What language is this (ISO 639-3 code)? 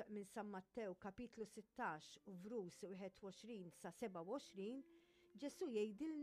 mlt